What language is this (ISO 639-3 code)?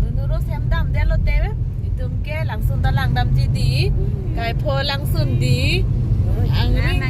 mjw